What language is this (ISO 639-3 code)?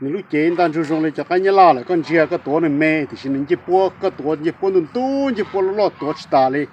hmn